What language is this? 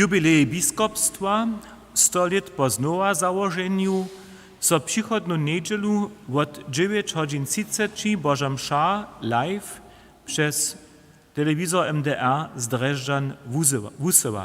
Upper Sorbian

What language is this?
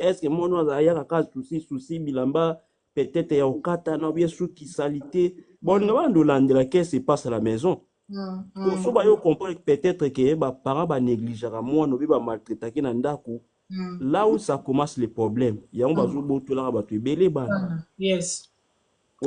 Lingala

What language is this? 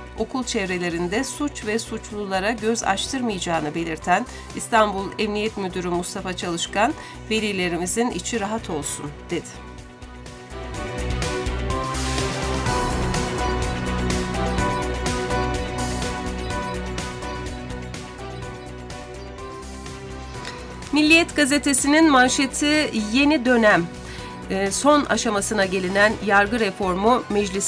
Turkish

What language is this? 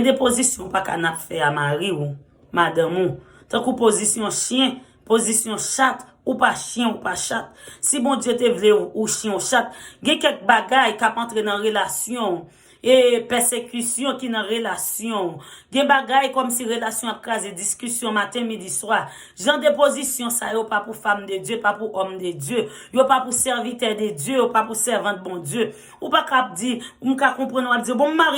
Haitian Creole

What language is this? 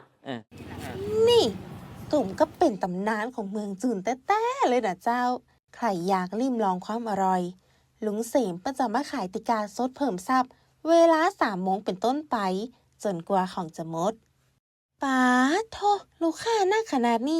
Lao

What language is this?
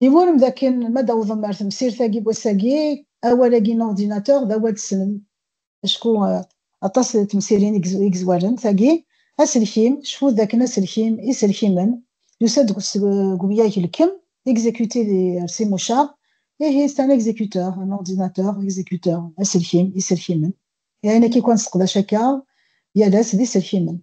Kabyle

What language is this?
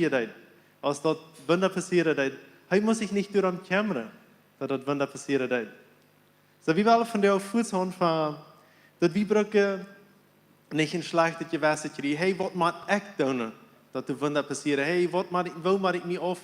Plautdietsch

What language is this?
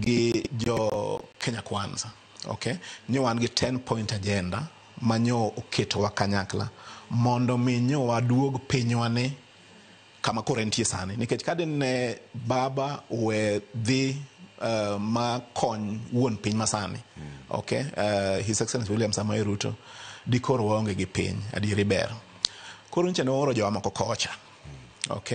Luo (Kenya and Tanzania)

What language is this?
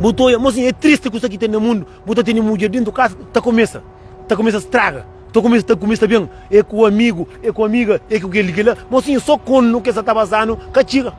Kabuverdianu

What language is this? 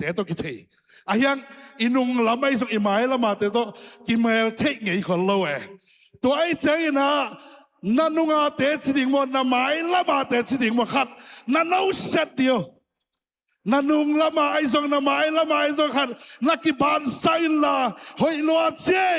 Tedim Chin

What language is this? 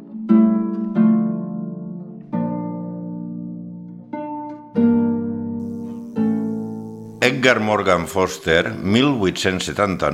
Spanish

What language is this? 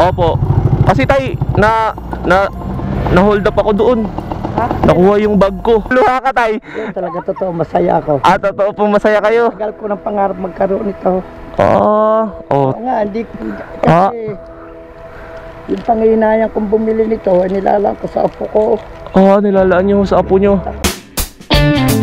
Filipino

